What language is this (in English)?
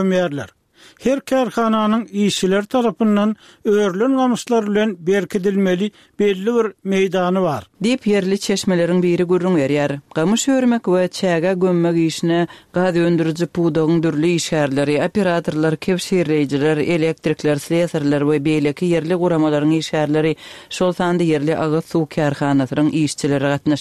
Turkmen